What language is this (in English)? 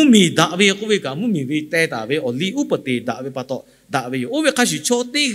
Lahu